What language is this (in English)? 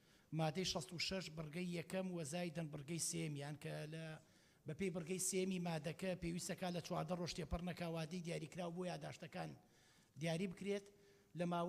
Central Kurdish